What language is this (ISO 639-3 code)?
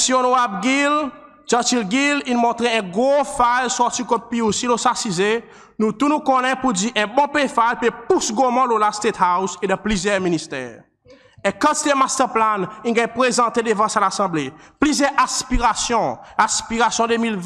crs